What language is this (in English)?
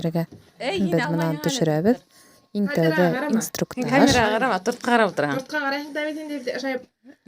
Bashkir